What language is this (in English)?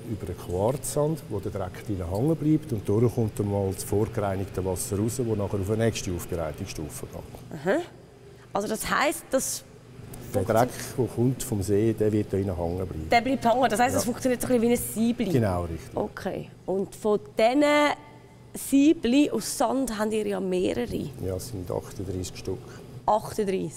Swiss German